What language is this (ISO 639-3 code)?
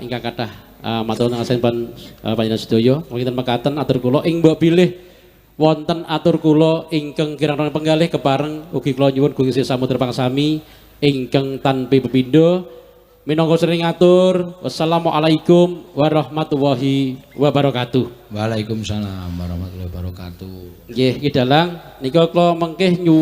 jav